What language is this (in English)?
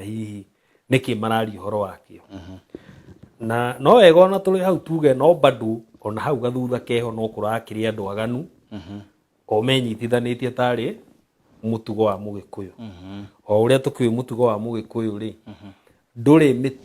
Kikuyu